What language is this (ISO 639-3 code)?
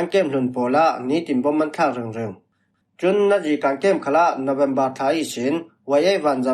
cfm